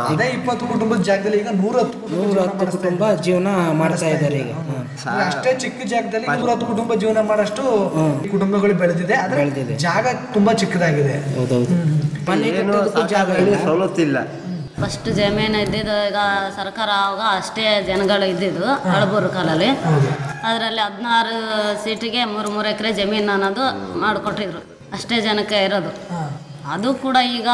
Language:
Kannada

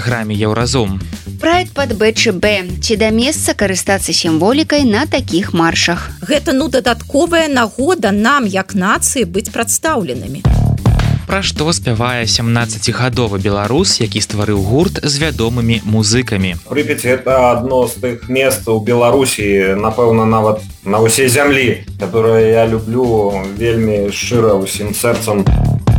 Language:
Belarusian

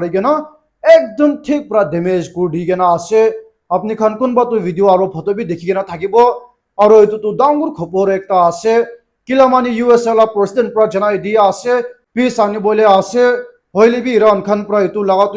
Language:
Naga Pidgin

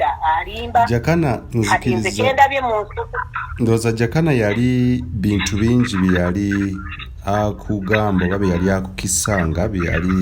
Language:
Ganda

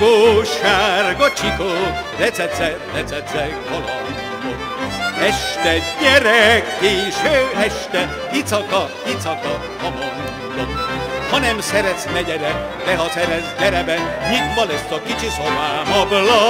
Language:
Hungarian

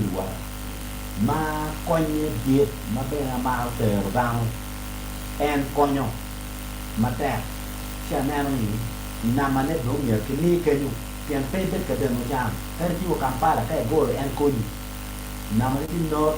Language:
Acoli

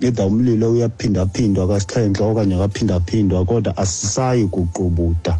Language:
Xhosa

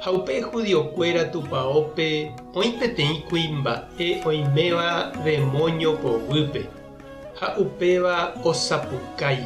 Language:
Guarani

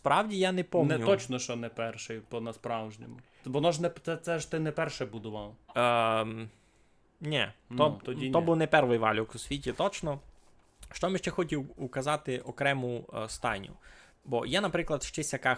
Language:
Rusyn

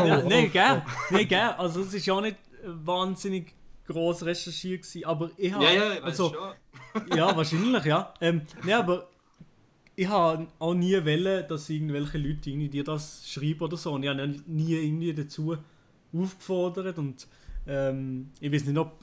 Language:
Swiss German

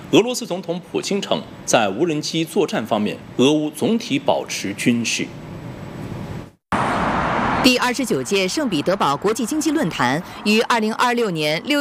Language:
Chinese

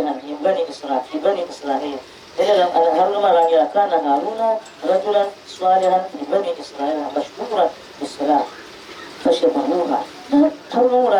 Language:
Dagbani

